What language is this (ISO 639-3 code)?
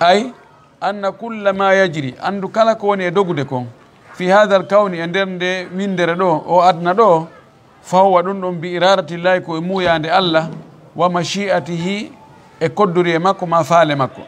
ful